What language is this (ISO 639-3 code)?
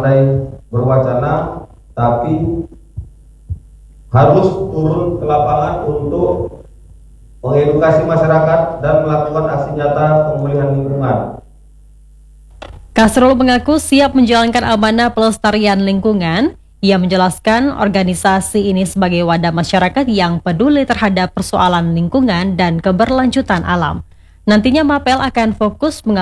ind